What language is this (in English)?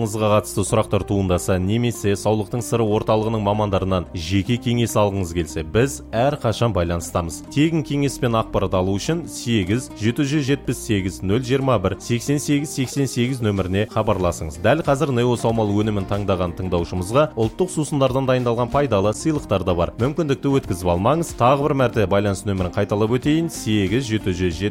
Kazakh